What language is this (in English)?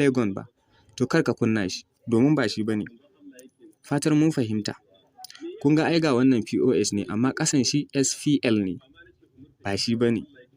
Hausa